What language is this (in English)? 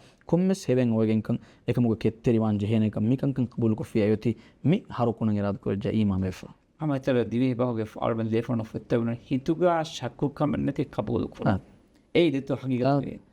Divehi